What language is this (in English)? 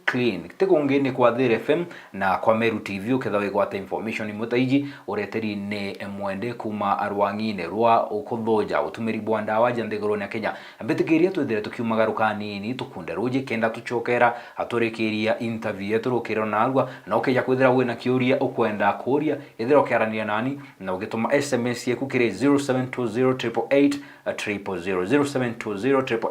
Meru